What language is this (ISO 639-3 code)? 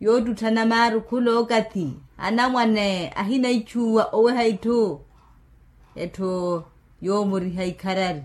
vmw